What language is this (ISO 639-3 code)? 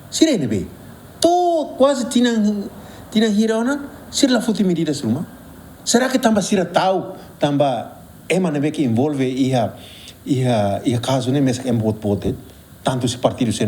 tet